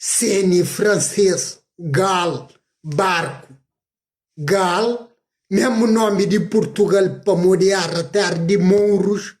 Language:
Kabuverdianu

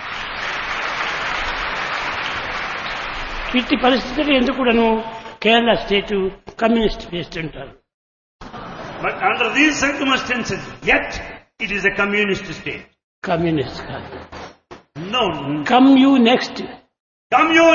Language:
Telugu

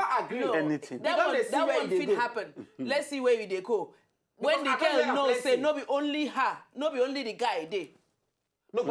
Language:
Nigerian Pidgin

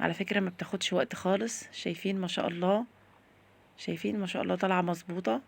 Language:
Egyptian Arabic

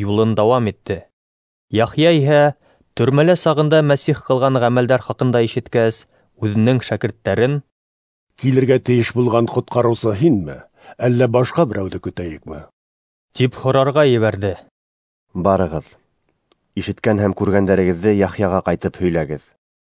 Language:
Bashkir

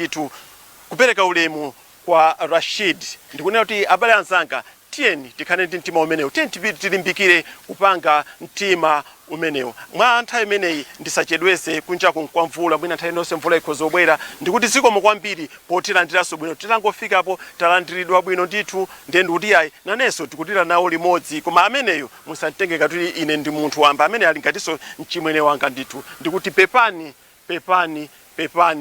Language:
Nyanja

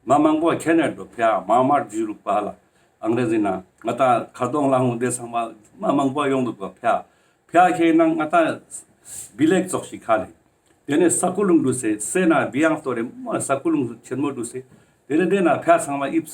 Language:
Ladakhi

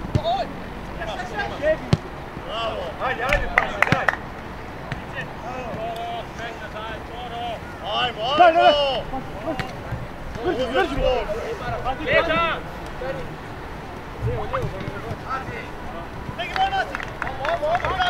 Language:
Croatian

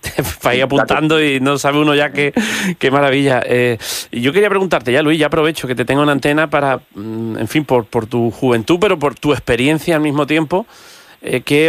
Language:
Spanish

